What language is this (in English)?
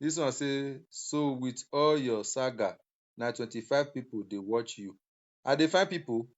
Nigerian Pidgin